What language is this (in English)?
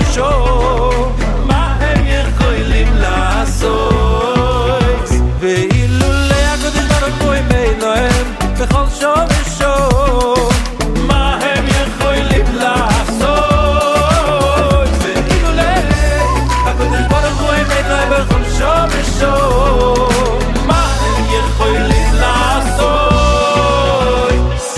Hebrew